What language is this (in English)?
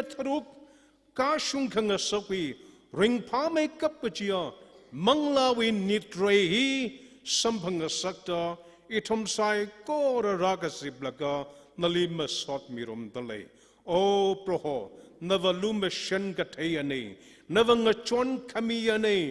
Tangkhul Naga (India)